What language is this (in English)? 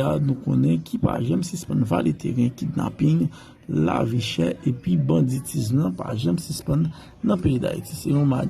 Haitian Creole